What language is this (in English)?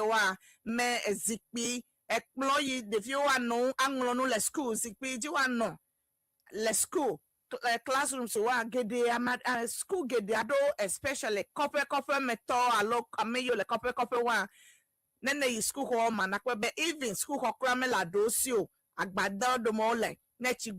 Ewe